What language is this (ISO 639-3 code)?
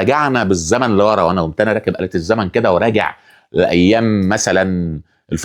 arz